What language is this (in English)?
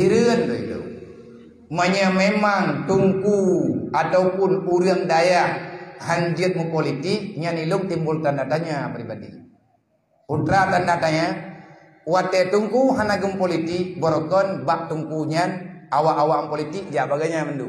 Achinese